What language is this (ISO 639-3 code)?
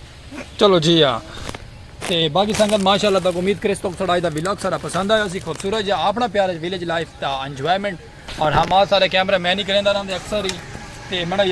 skr